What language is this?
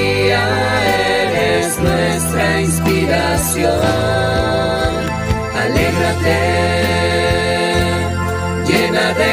Spanish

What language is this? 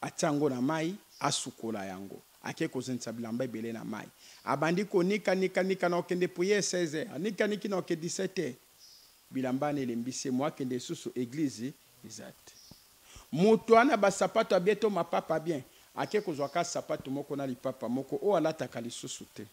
Lingala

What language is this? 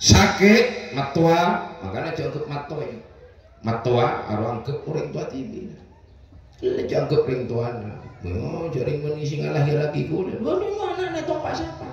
Madurese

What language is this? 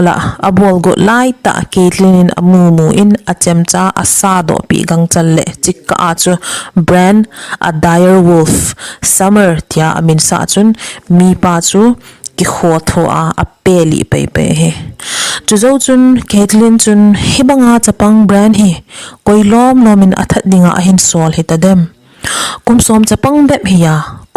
Thado Chin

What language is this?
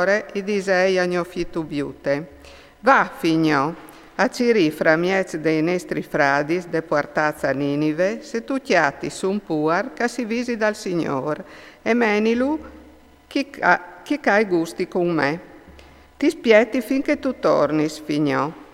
Friulian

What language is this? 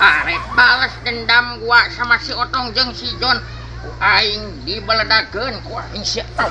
Sundanese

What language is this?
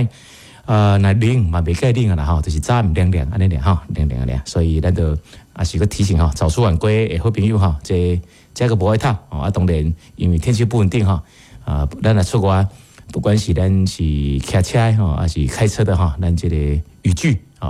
Min Nan Chinese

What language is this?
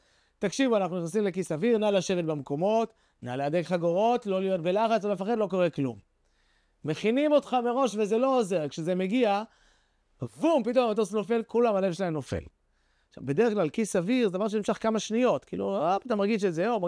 Hebrew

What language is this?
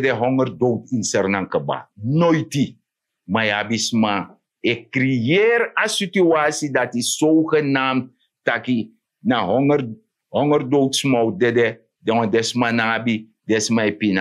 Sranan Tongo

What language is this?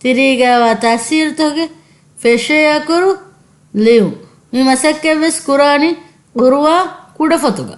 Divehi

